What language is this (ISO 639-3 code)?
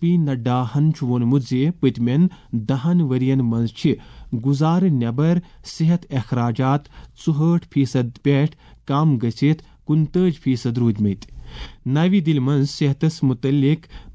kas